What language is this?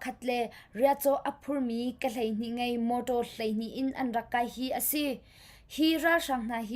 Hakha Chin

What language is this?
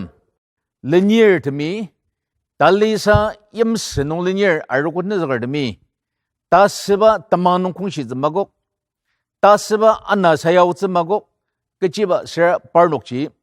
Ao Naga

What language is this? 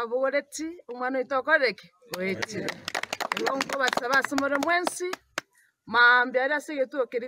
Gusii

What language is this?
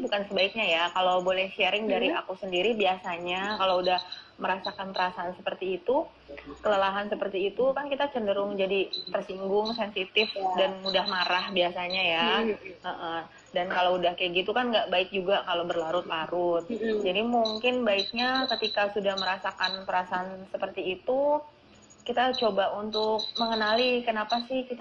Indonesian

